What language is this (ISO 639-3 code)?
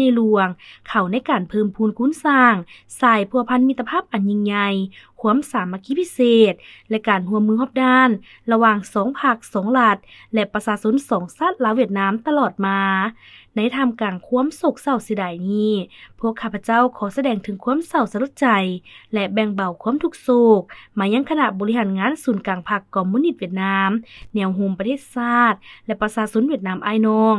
lao